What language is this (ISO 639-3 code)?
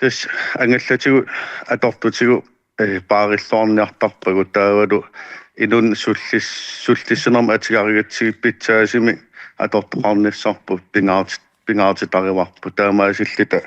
kal